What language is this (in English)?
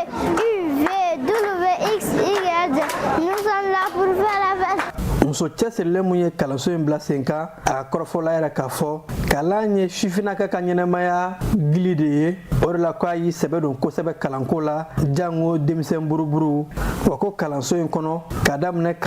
Bambara